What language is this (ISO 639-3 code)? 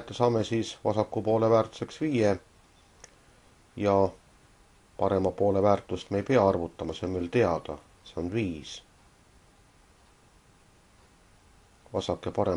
est